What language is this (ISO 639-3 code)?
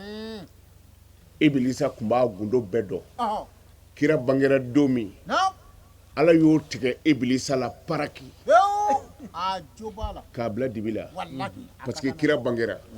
bam